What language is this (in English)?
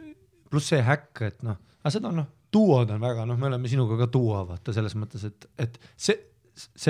Estonian